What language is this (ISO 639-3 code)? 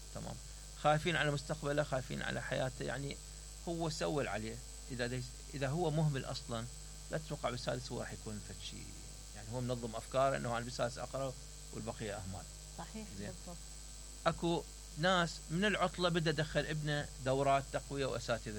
acm